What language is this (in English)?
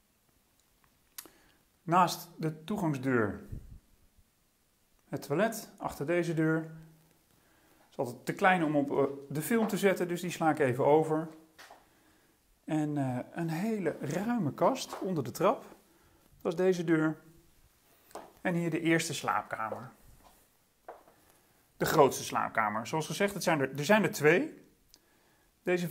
Dutch